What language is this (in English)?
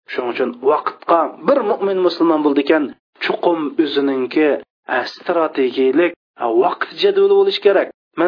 Uyghur